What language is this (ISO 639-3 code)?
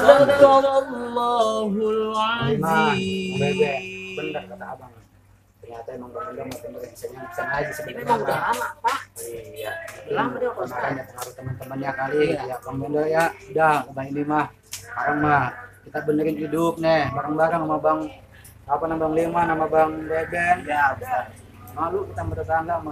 bew